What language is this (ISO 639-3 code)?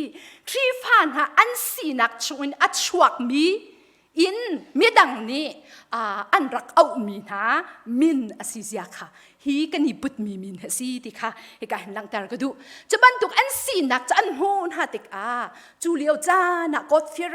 cnh